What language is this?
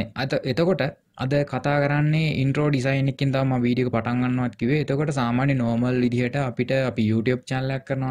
Sinhala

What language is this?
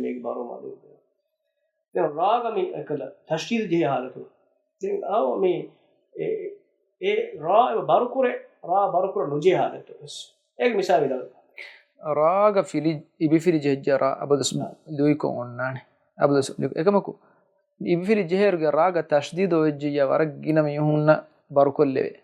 Divehi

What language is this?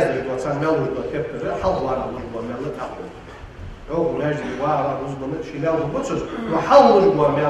Ingush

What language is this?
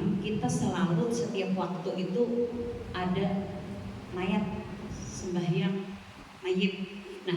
Banjar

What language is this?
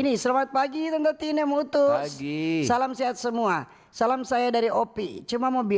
Manado Malay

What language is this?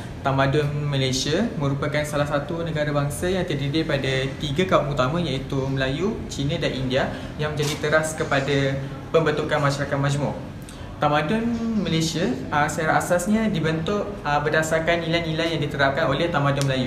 Malay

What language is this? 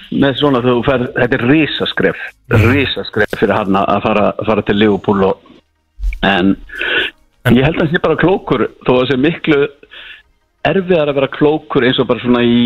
Icelandic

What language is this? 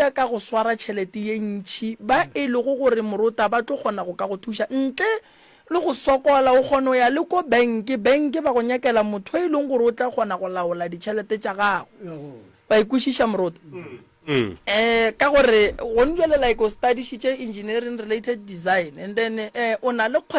Northern Sotho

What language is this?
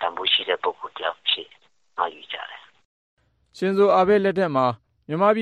Burmese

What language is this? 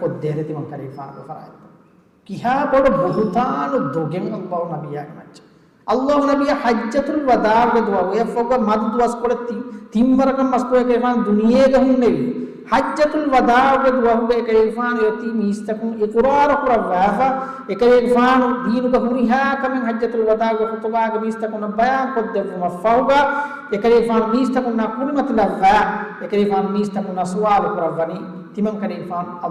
Divehi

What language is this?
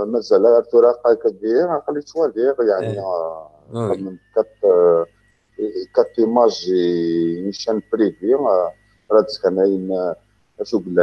Kabyle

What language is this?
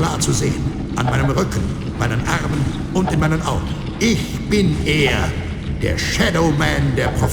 Bavarian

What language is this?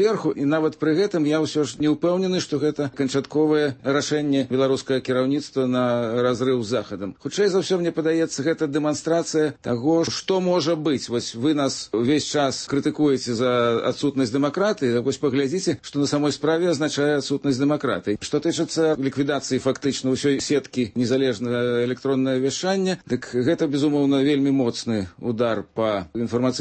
Belarusian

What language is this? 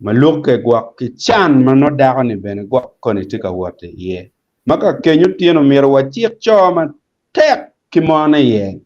Acoli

